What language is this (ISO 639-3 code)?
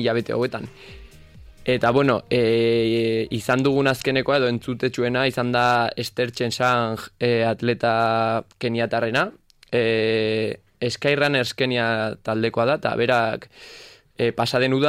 eus